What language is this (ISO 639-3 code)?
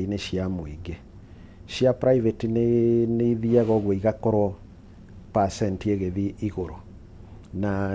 kik